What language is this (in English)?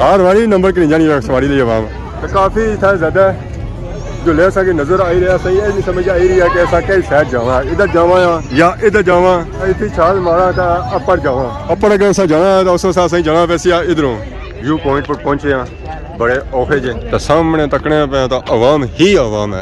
Pahari-Potwari